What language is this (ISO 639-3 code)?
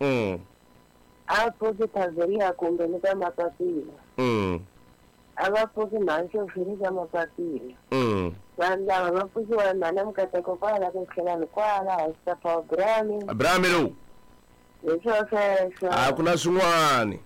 tso